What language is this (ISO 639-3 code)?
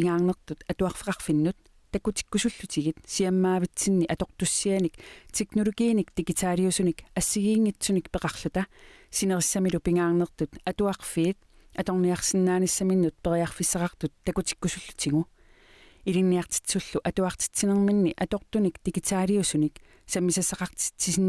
kal